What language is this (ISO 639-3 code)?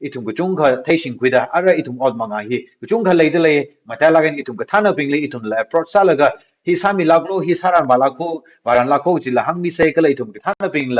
nmf